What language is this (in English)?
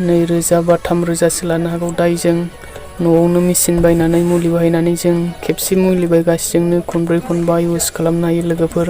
Bodo